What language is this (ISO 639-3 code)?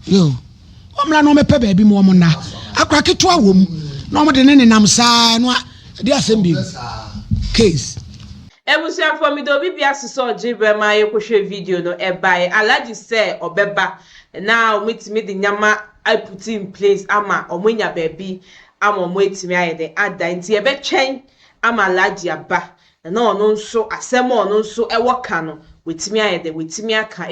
aka